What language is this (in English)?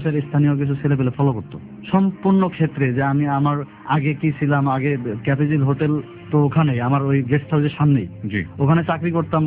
Bangla